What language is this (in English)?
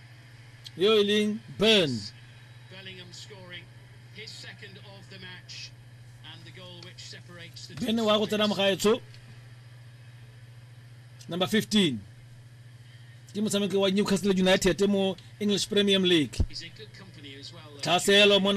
Tswana